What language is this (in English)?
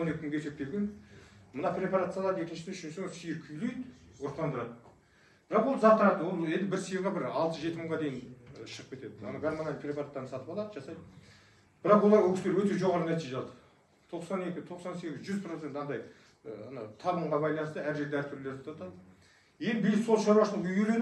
Kazakh